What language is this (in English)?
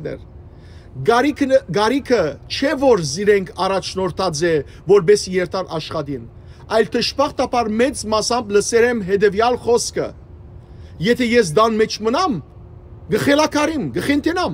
Western Armenian